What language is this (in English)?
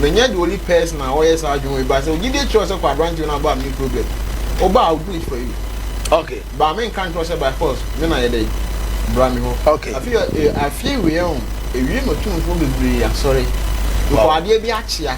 Akan